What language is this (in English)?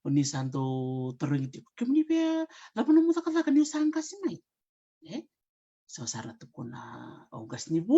Fijian